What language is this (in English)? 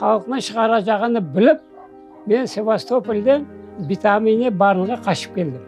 Crimean Tatar